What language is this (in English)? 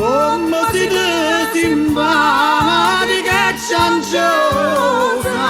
Neapolitan